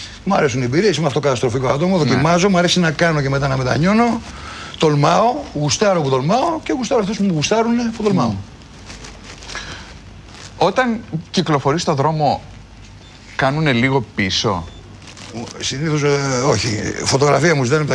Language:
Greek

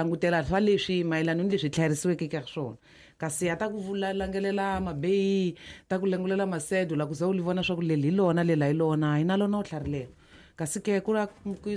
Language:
Tsonga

